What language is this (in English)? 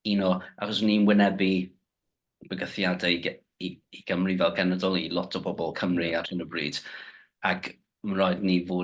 Welsh